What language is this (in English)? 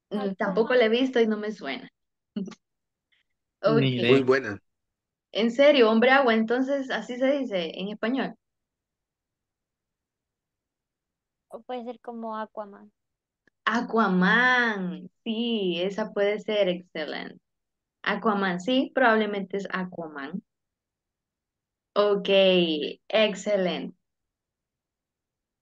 Spanish